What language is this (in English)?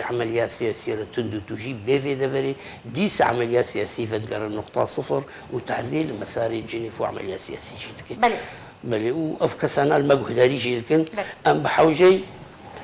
Kurdish